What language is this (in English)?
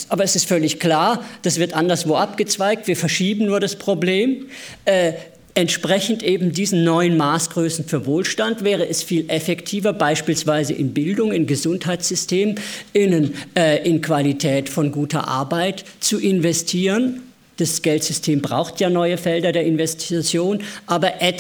German